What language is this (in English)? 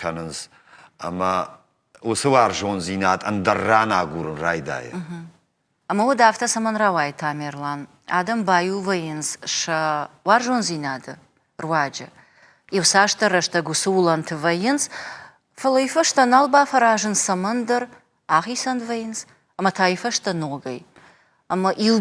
Ossetic